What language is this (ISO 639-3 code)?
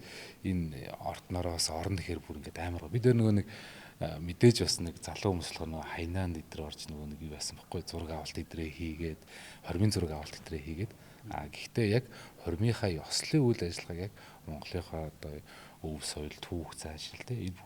mon